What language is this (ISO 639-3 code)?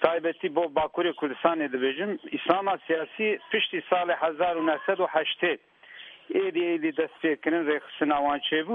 kur